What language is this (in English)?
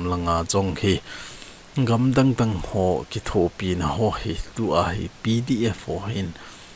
Thado Chin